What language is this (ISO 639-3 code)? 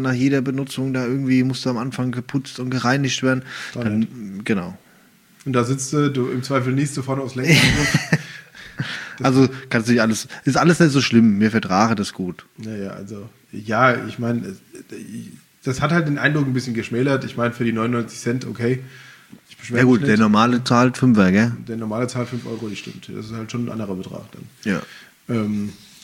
deu